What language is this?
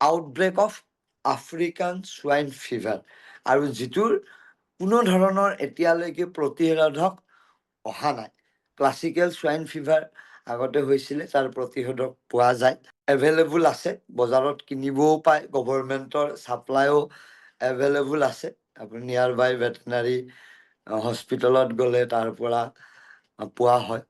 Assamese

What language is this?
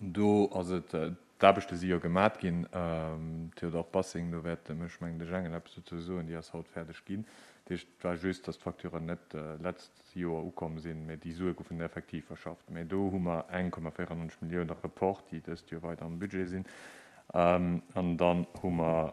Luxembourgish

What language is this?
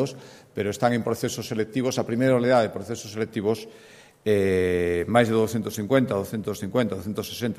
Galician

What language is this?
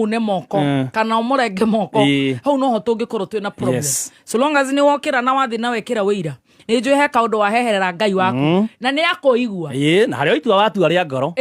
Kikuyu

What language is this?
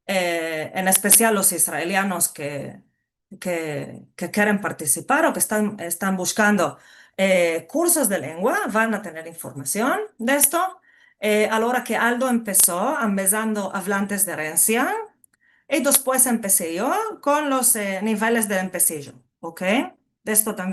Ladino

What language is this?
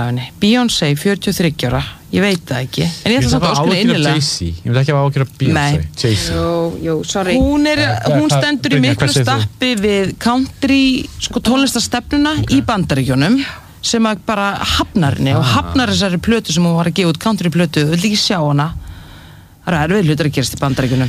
Icelandic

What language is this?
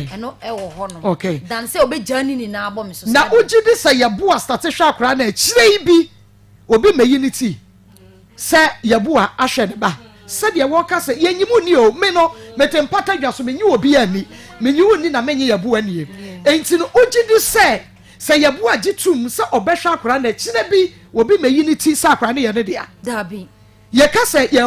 Akan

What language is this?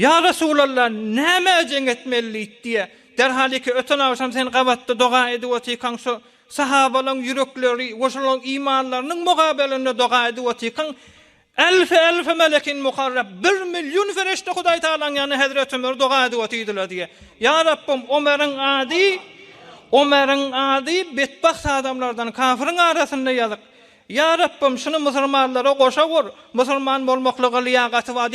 Turkmen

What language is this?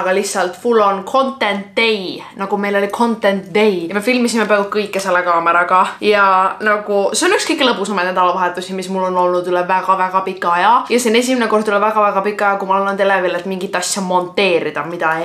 Estonian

